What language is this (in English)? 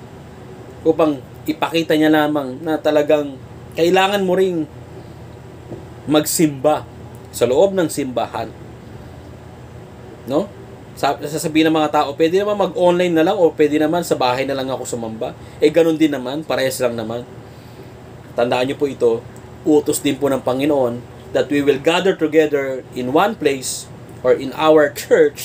Filipino